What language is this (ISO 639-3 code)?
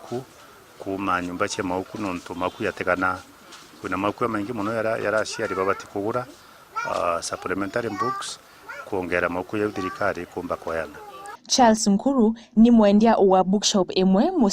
mer